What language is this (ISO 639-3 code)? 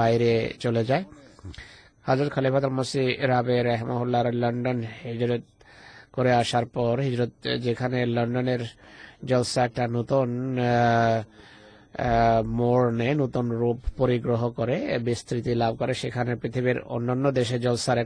ben